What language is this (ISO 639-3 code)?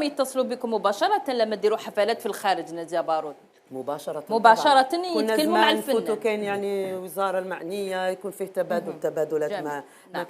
arq